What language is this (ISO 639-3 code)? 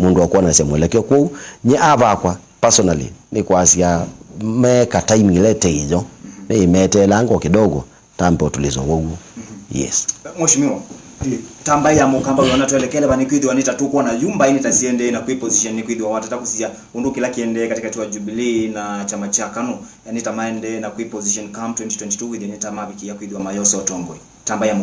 kam